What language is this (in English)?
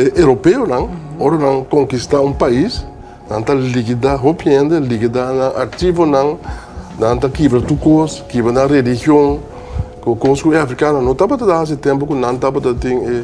Papiamento